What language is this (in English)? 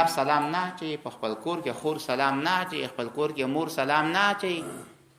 Pashto